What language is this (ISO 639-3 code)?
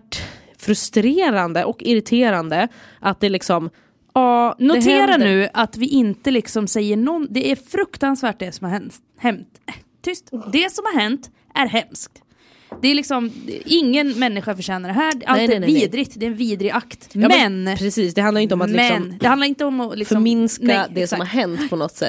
swe